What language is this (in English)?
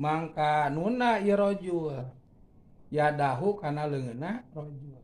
Sundanese